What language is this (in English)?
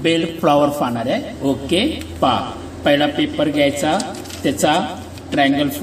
Marathi